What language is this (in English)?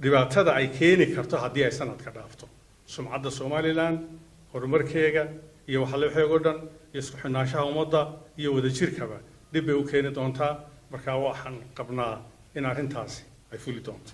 Somali